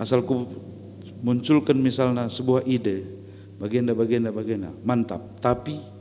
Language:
Batak Karo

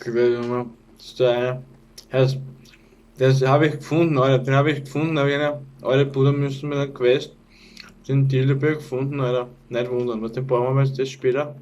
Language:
Bavarian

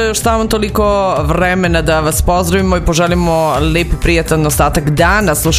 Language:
Serbian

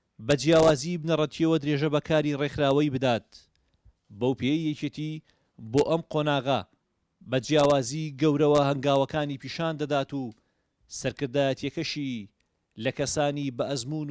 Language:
Central Kurdish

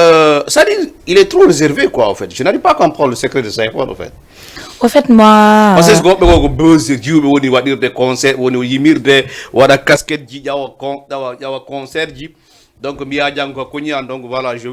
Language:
Fula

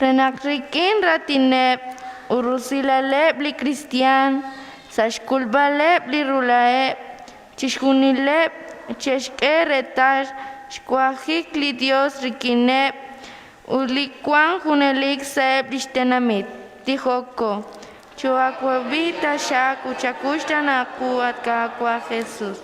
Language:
Kekchí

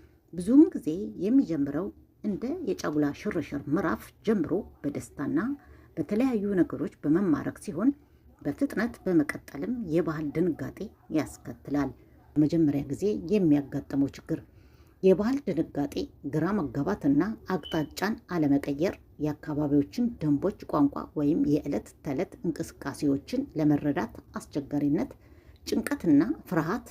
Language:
Amharic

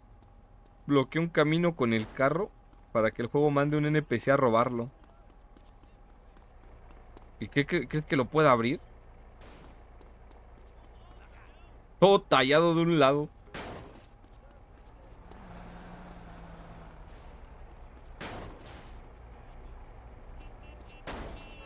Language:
Spanish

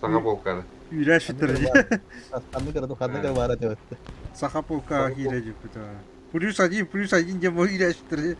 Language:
Yakut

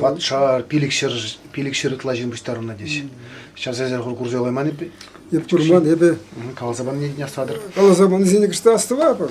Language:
Chuvash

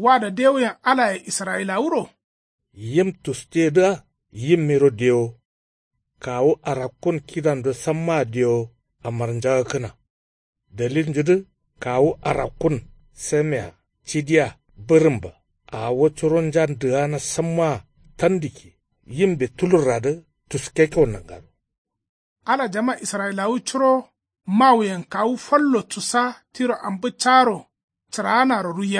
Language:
Kanuri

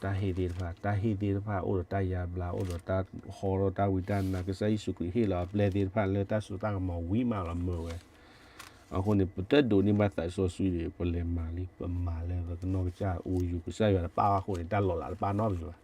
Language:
S'gaw Karen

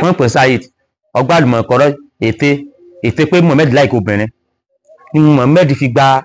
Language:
Yoruba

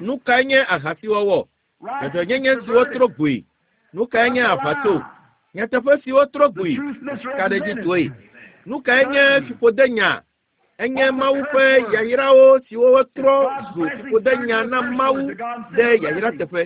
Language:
Ewe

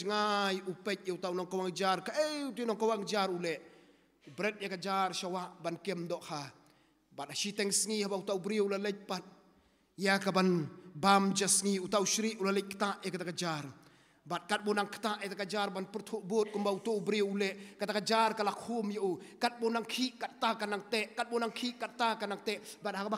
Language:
Khasi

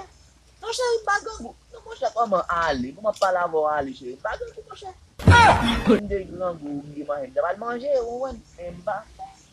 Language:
Haitian Creole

